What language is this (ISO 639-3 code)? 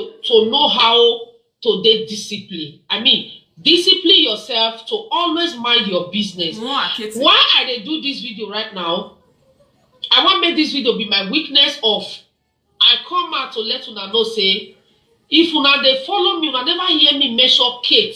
pcm